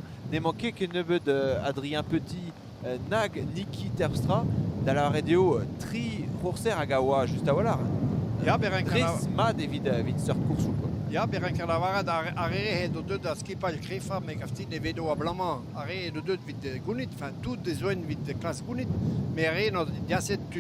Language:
Breton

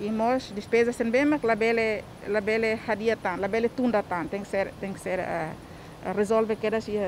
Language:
Tetum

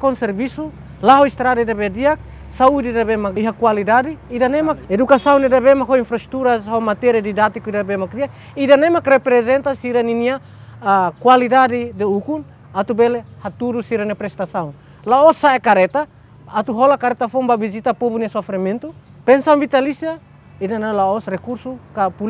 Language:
Tetum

